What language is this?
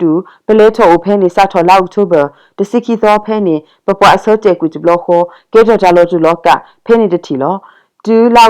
S'gaw Karen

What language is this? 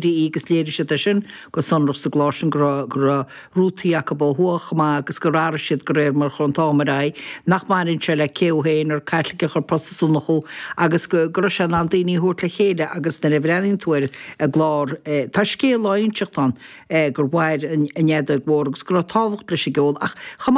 Irish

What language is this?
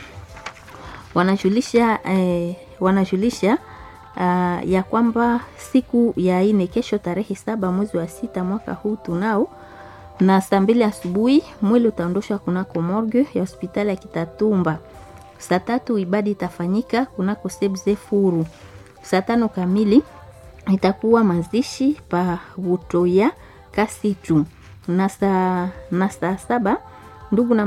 Swahili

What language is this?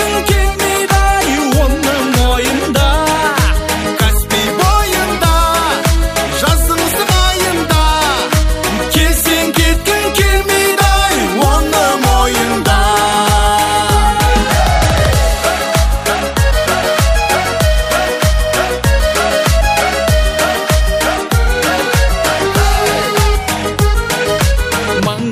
Kazakh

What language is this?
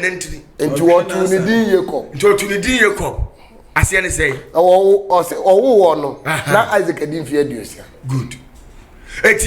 Akan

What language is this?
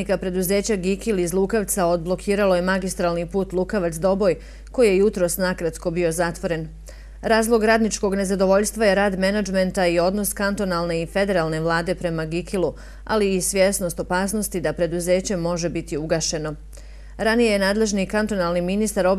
Bosnian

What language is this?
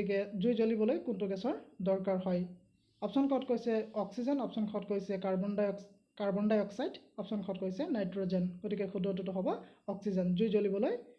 Assamese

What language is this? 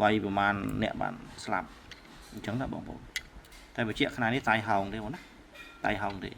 Khmer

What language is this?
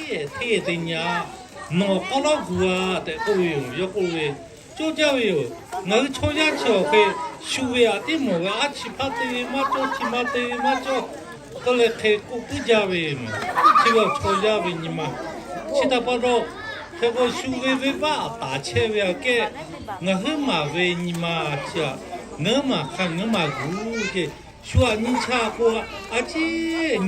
Lahu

